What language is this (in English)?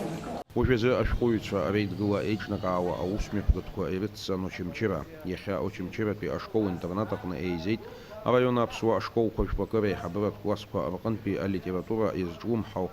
Abkhazian